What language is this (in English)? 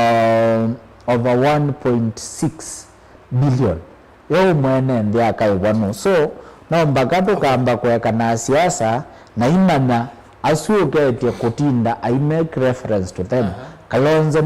Kamba